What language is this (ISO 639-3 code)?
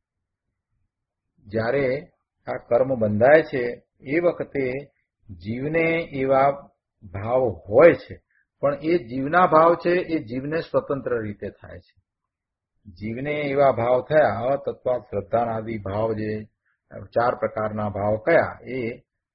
guj